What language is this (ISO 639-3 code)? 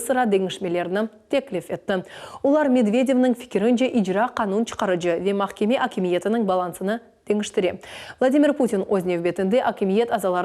crh